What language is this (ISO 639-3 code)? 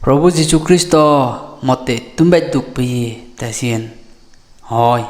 ccp